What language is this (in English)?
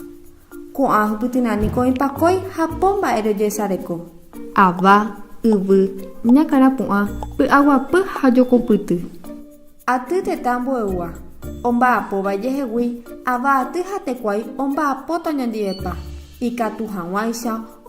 Guarani